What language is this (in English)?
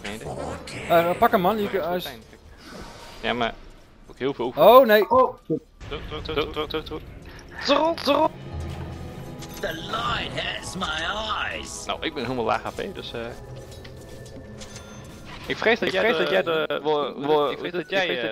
Dutch